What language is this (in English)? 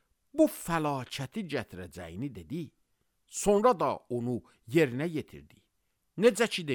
Azerbaijani